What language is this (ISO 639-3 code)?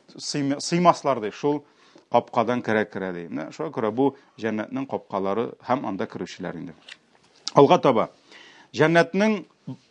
tat